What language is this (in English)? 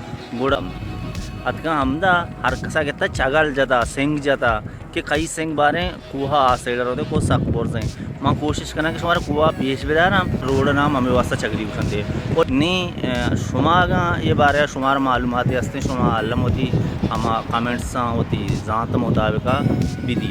Baluchi